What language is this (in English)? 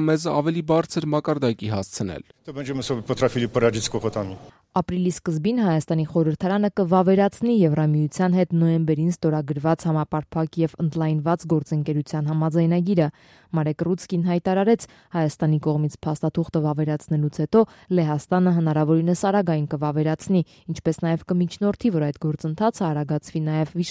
Armenian